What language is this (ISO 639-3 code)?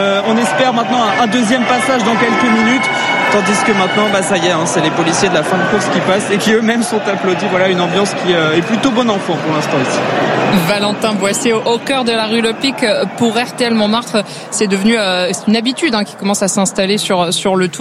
fra